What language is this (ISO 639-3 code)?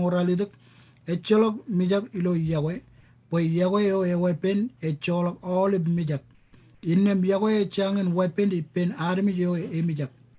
mah